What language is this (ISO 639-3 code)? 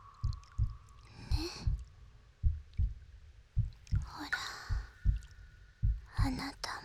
jpn